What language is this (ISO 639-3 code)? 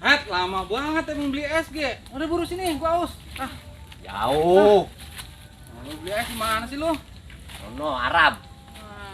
bew